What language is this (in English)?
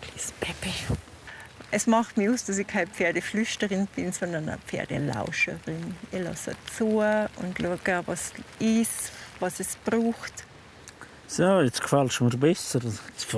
Swiss German